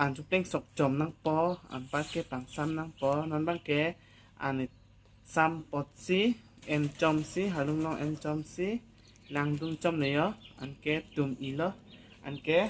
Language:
Karbi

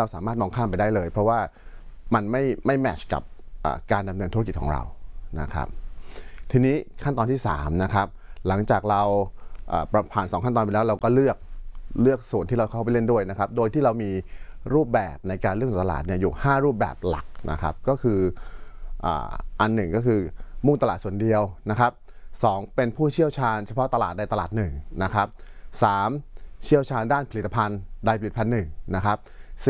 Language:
Thai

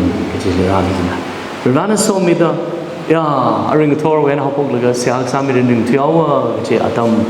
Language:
Tangkhul Naga (India)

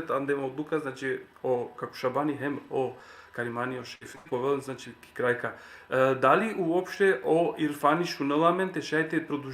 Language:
Balkan Romani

